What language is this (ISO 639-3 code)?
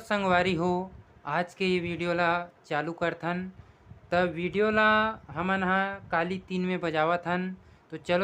hne